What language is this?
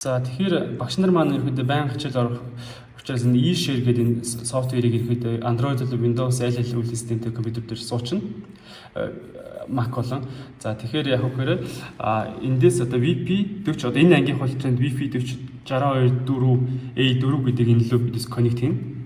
Mongolian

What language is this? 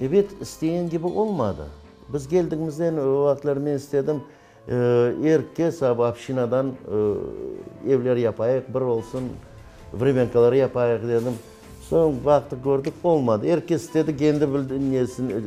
Crimean Tatar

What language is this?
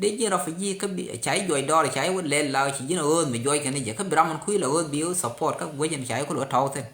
Nuer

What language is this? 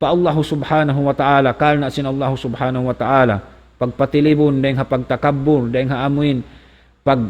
Tausug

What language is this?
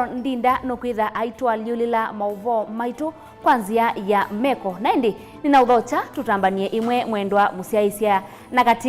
Kamba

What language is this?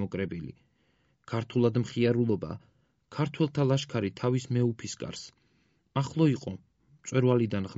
Georgian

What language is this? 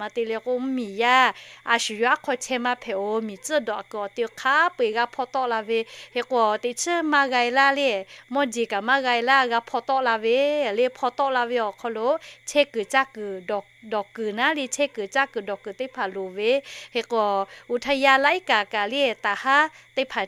Lahu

